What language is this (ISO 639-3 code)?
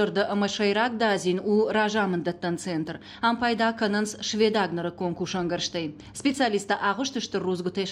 oss